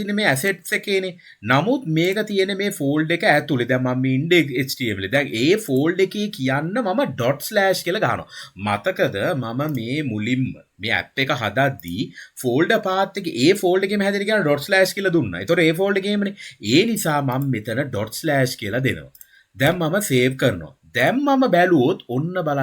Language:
Sinhala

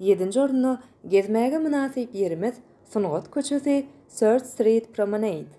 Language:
Turkmen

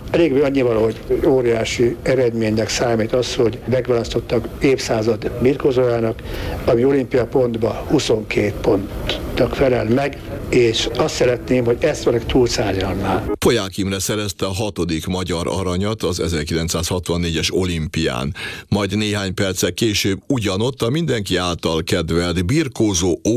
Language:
Hungarian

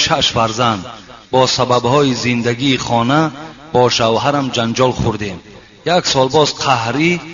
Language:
Tajik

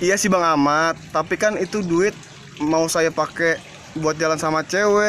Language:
Betawi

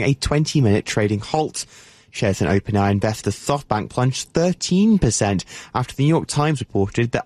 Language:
English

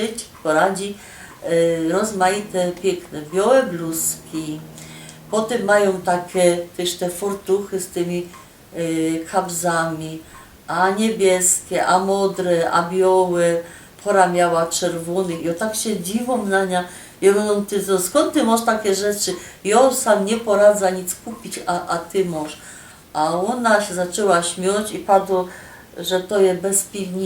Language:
Silesian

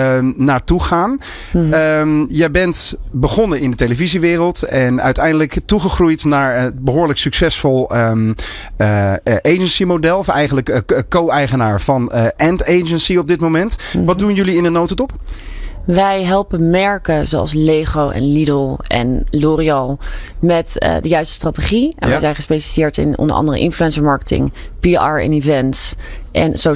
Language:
Dutch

